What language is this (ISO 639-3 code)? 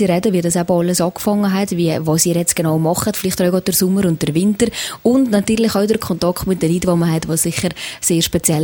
deu